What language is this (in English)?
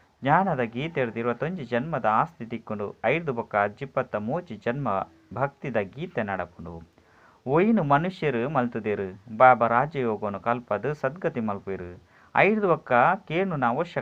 Tulu